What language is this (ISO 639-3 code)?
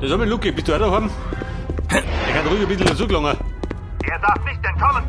bar